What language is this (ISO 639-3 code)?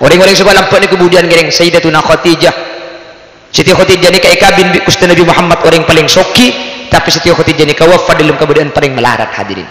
mad